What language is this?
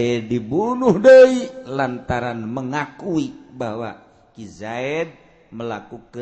Sundanese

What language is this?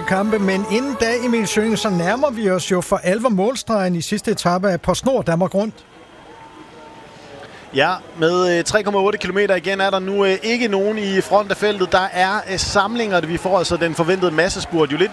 Danish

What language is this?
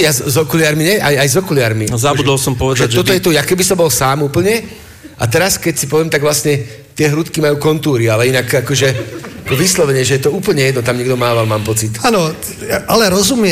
Slovak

